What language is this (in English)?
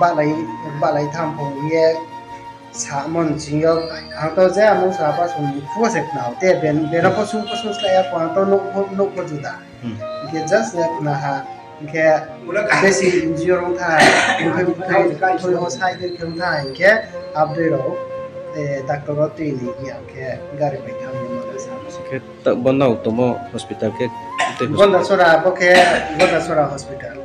Riang (India)